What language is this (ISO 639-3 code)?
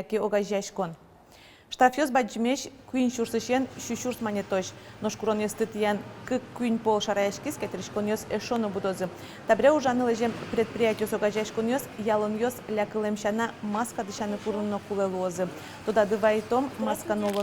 udm